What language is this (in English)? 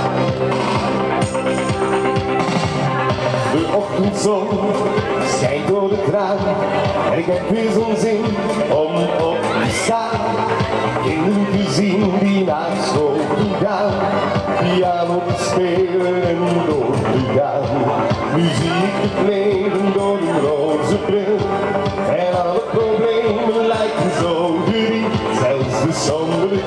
Dutch